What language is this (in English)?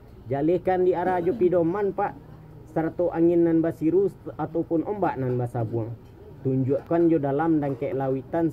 Minangkabau